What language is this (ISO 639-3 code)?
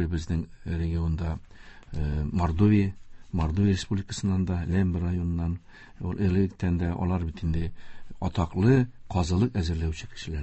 tat